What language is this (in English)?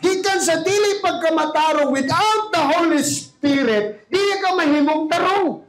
Cebuano